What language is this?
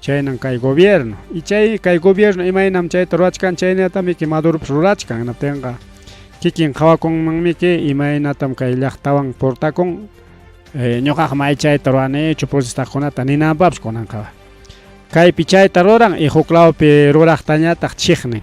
Ayacucho Quechua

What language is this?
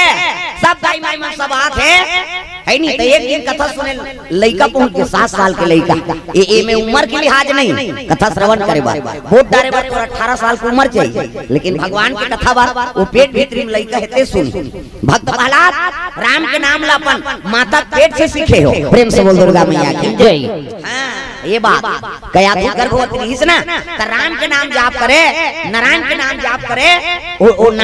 Chhattisgarhi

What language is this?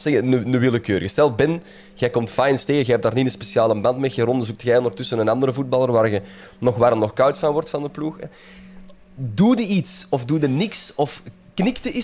Dutch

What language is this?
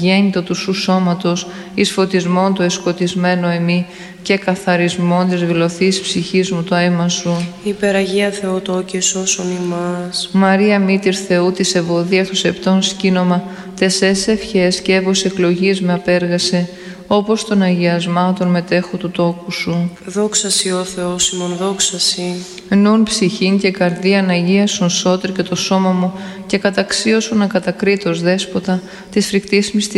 Greek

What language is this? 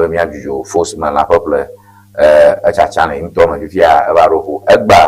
Ewe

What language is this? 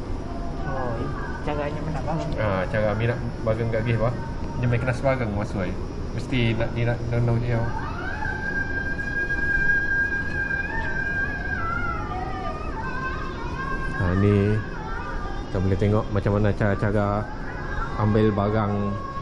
Malay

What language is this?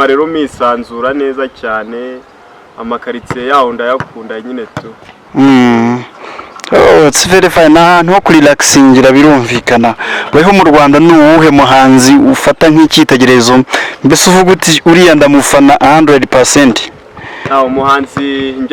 Kinyarwanda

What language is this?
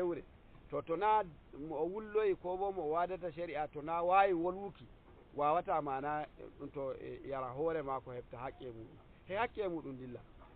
Nigerian Fulfulde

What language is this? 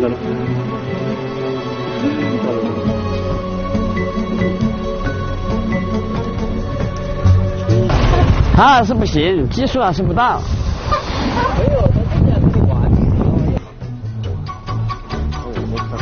Chinese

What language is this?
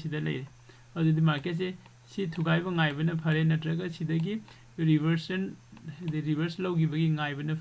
Manipuri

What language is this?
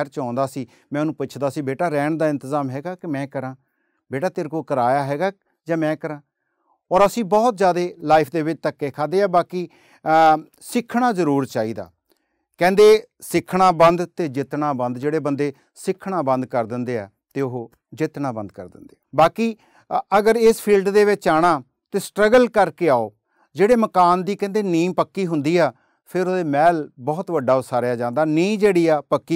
Punjabi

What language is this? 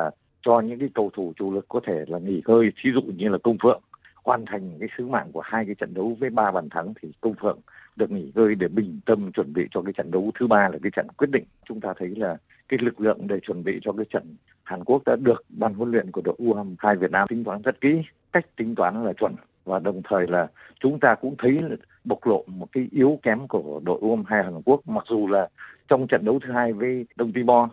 Vietnamese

